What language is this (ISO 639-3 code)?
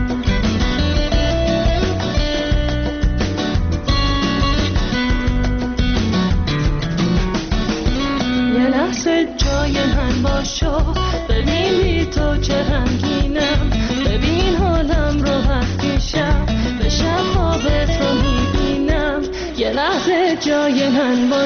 fas